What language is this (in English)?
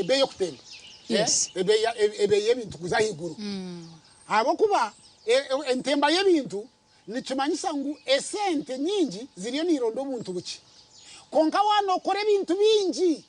Nyankole